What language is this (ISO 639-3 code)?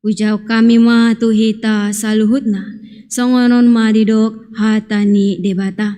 bbc